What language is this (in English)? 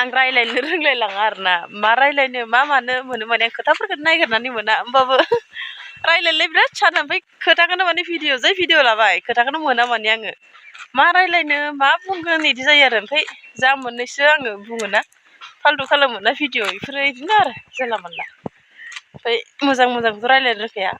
Bodo